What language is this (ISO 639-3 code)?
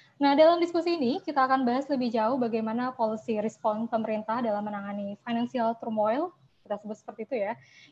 ind